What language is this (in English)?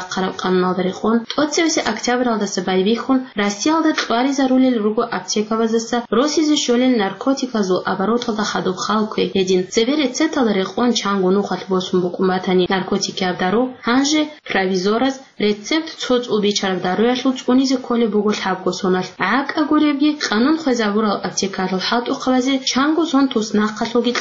Avaric